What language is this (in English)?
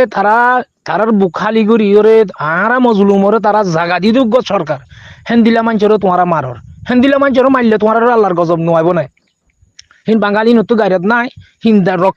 Rohingya